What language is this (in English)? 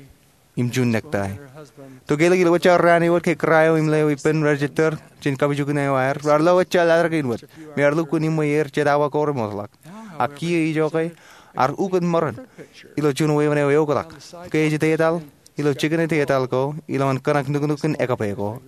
Marshallese